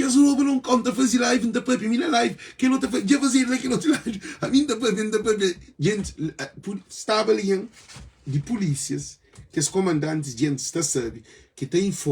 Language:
Kabuverdianu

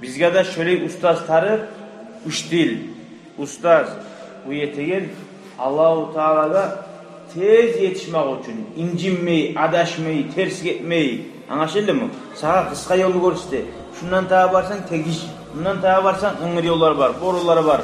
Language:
Kumyk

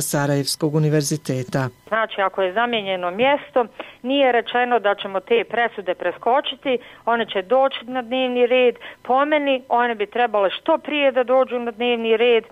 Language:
Bosnian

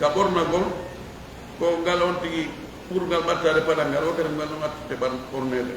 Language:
Fula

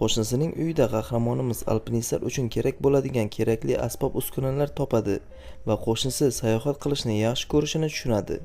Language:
Uzbek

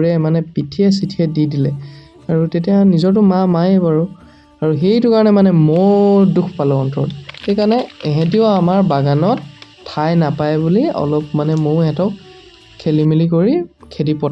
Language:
Assamese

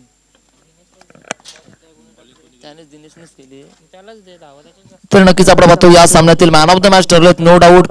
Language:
Marathi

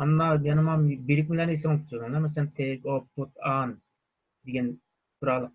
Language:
Uyghur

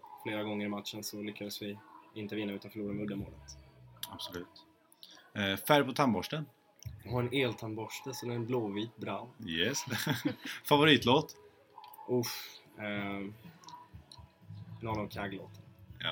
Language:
Swedish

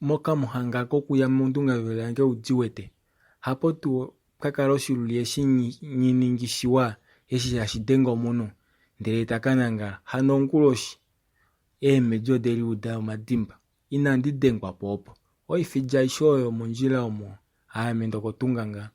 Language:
Kuanyama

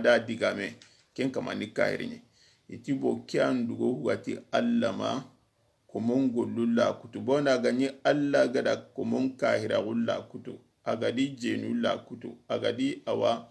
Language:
Soninke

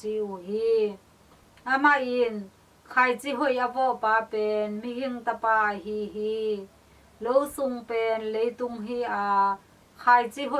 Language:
Tedim Chin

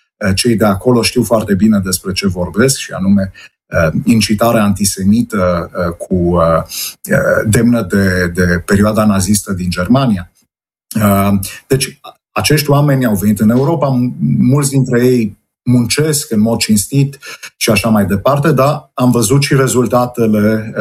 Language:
Romanian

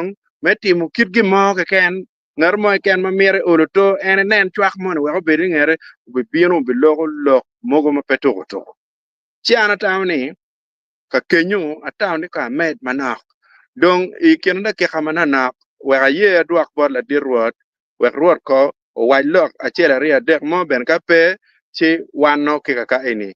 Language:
Acoli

